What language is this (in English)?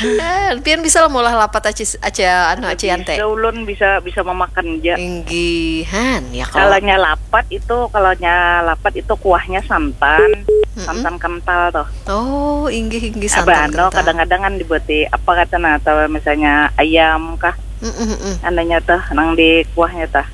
Banjar